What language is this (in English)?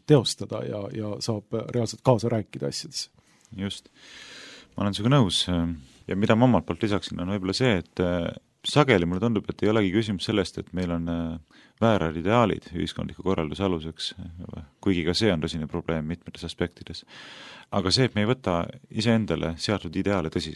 Estonian